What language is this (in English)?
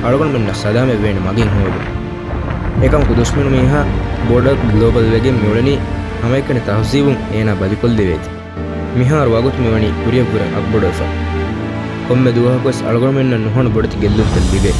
Divehi